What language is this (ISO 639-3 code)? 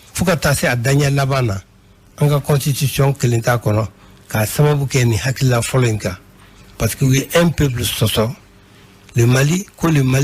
bam